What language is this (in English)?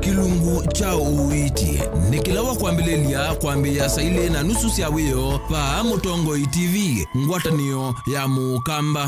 Kamba